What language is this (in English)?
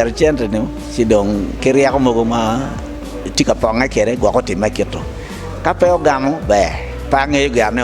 Acoli